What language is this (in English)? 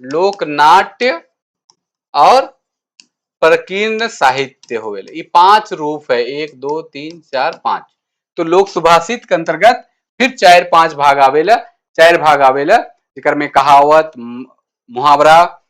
Sadri